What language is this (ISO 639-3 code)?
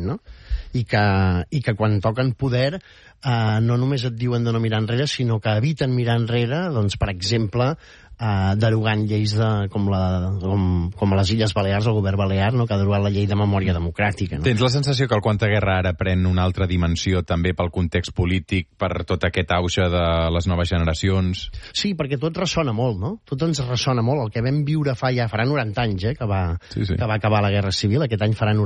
cat